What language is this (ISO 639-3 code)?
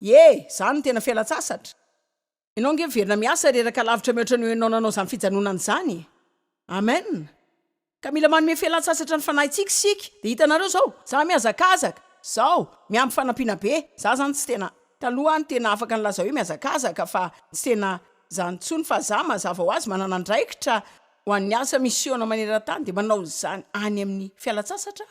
mlg